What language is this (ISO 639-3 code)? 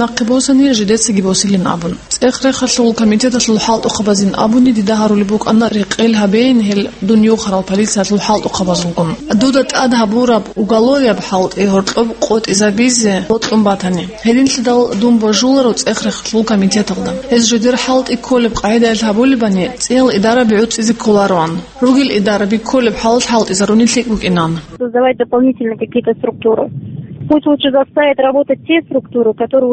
ava